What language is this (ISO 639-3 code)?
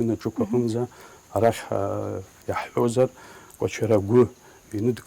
abk